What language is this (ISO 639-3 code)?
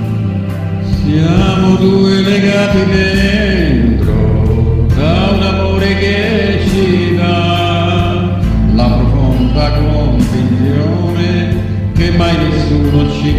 ita